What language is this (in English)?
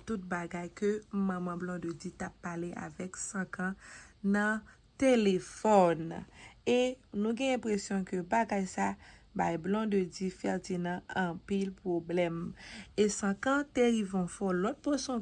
Haitian Creole